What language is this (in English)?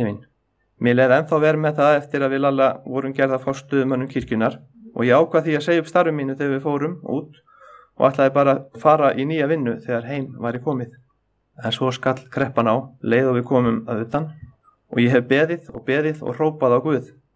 Icelandic